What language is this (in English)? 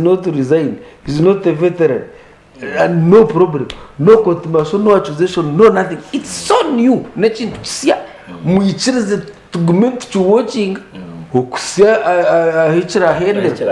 Nyankole